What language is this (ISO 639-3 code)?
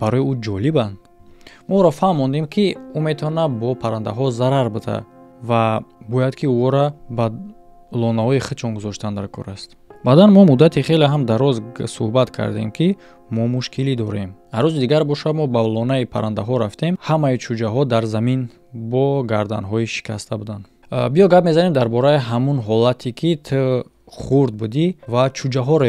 tgk